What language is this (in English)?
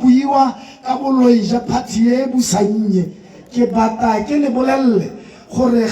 Tswana